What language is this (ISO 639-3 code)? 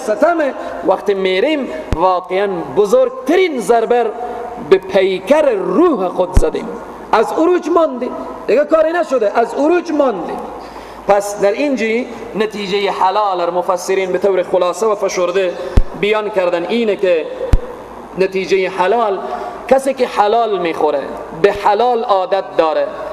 fas